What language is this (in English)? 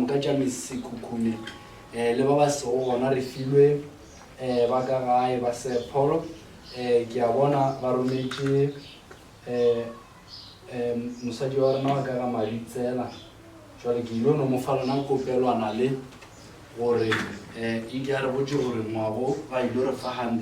Northern Sotho